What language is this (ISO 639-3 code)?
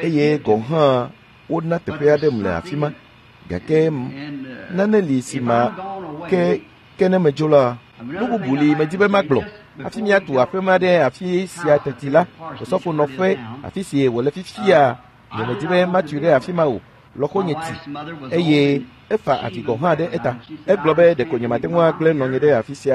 ewe